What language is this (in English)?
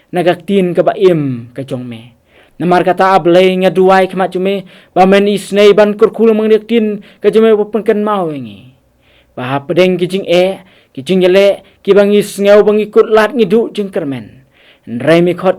Khasi